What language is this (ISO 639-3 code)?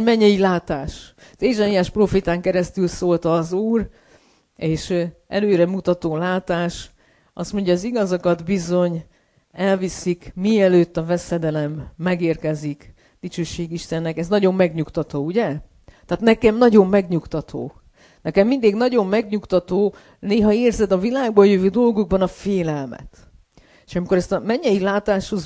hun